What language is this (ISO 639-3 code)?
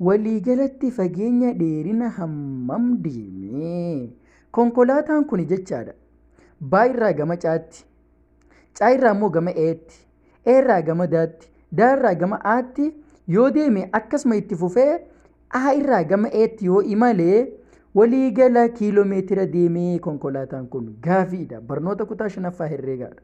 orm